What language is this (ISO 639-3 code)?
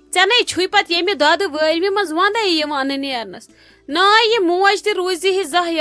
kas